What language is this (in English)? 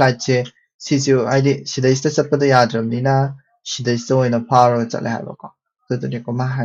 Manipuri